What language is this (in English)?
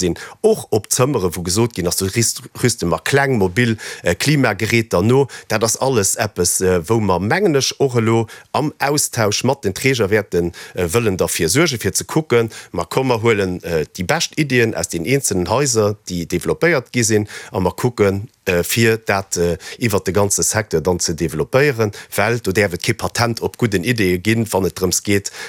Luxembourgish